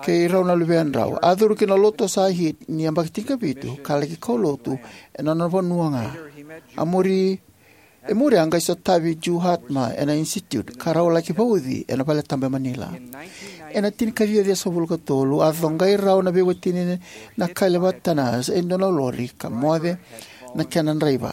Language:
Fijian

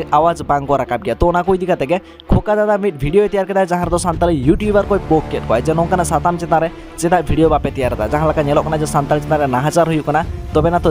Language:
Santali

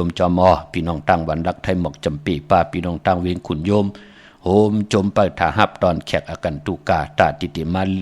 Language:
Shan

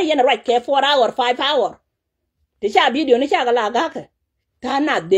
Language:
Nuer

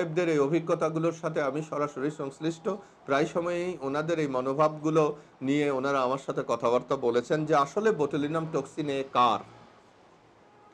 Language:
Bangla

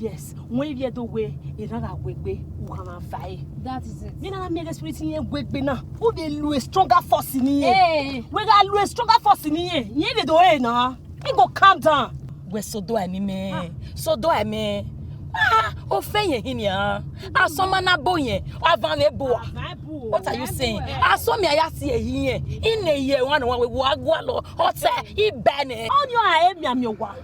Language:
Bini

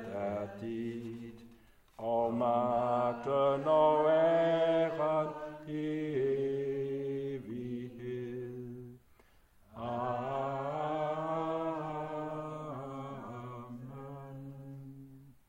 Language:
Danish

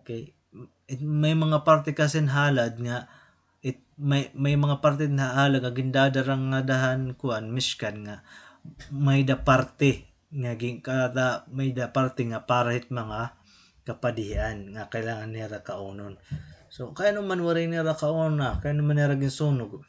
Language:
Waray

